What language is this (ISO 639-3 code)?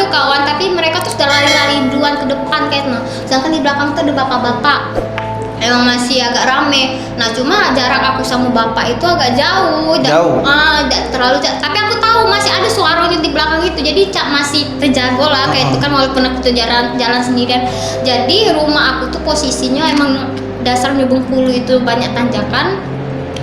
mui